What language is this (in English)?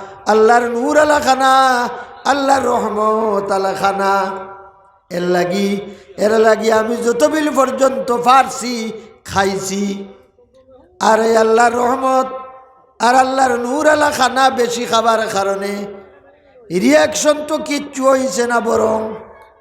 Sylheti